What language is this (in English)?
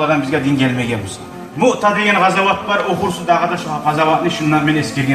Kumyk